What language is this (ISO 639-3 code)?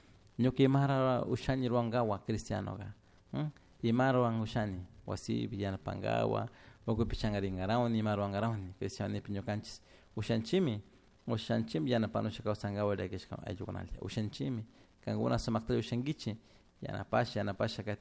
qug